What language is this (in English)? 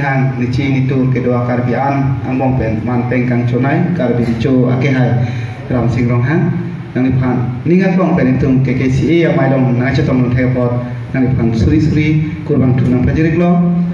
Karbi